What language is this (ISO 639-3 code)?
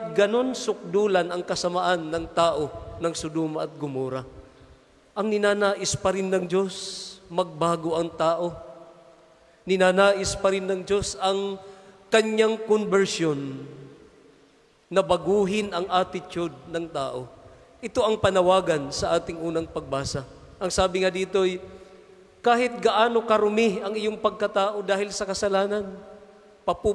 fil